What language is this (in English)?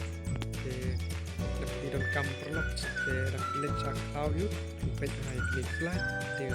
Khasi